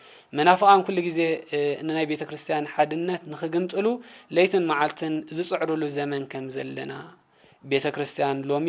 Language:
Tigrinya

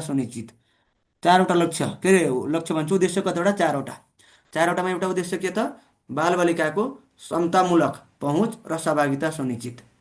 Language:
Nepali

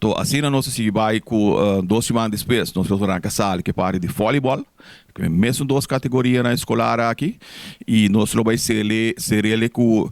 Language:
Papiamento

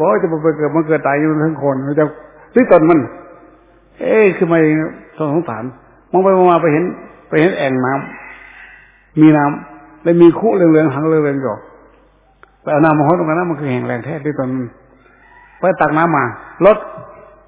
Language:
Thai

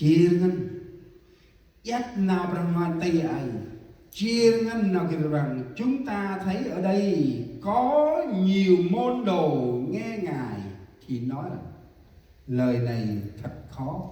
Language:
Central Mnong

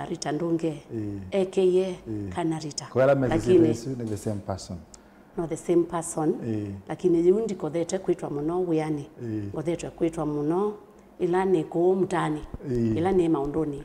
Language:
Kamba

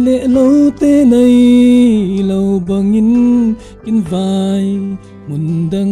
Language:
Falam Chin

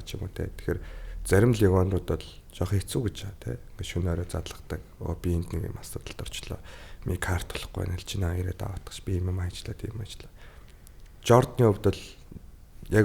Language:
Mongolian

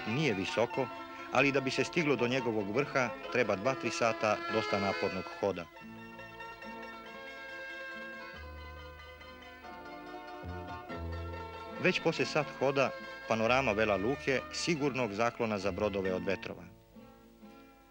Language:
Croatian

